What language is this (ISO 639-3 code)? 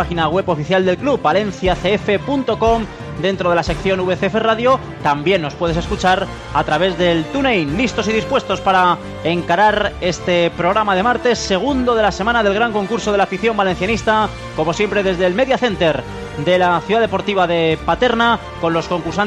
spa